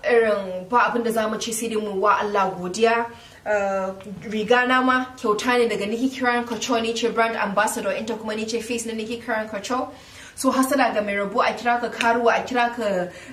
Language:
Hausa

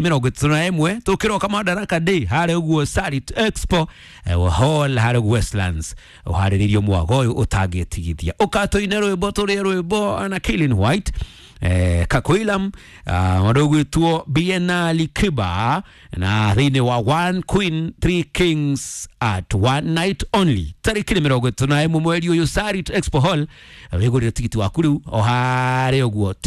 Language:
Kikuyu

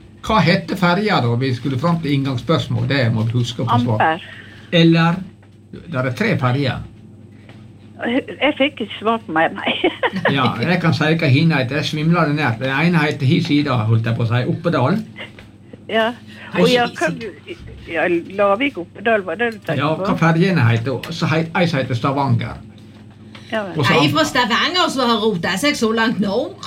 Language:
Norwegian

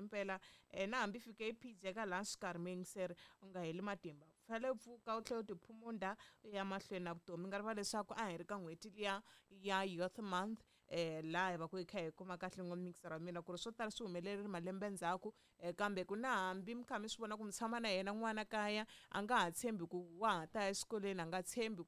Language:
Tsonga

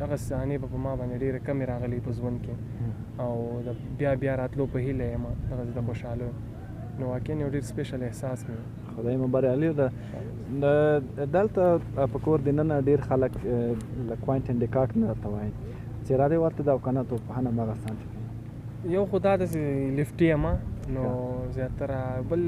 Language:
Pashto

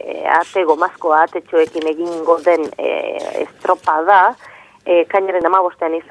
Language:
Basque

